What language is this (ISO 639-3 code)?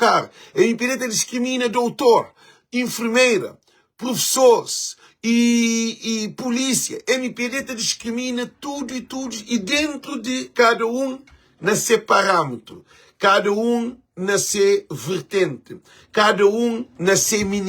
kea